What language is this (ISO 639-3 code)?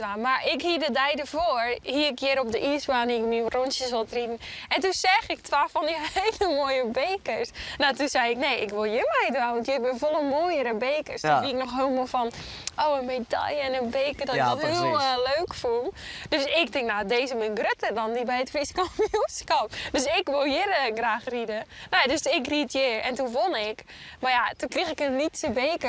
fry